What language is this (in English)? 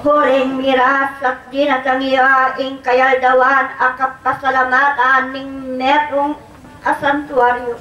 Pampanga